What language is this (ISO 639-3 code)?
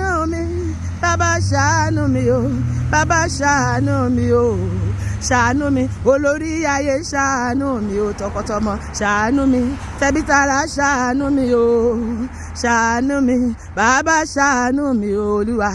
yor